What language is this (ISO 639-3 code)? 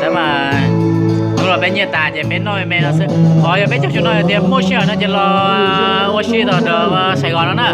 hmn